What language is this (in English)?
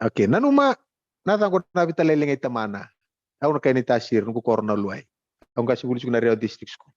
Fijian